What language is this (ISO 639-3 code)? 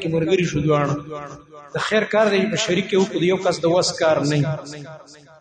pus